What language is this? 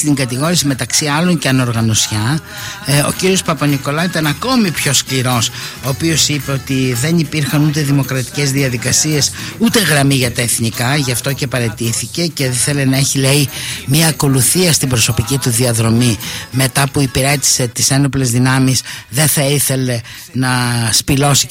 Greek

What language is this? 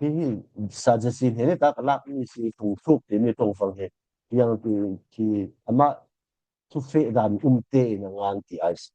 Falam Chin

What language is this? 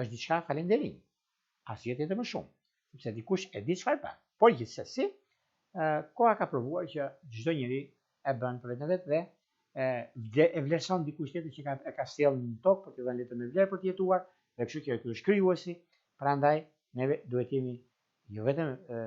Albanian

